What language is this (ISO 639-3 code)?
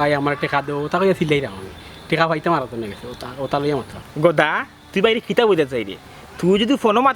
syl